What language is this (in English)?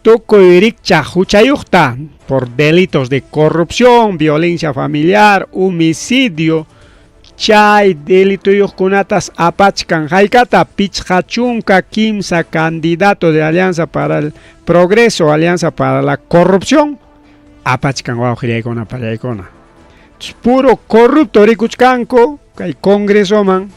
Ayacucho Quechua